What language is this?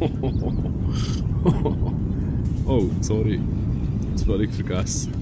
Swiss German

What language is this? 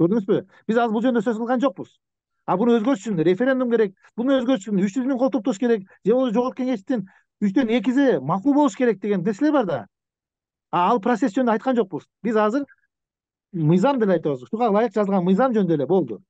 Kyrgyz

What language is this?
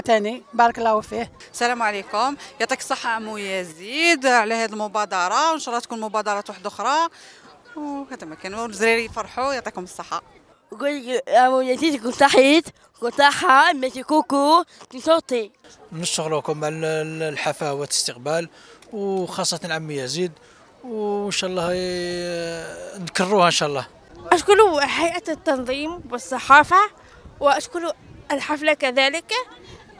Algerian Arabic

